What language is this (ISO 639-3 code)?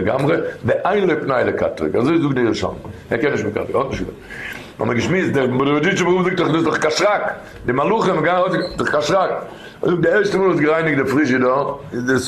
yid